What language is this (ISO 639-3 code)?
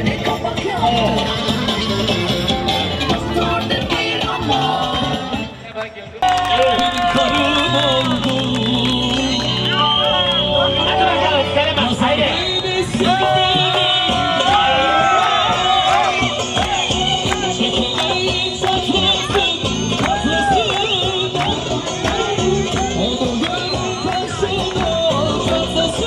tur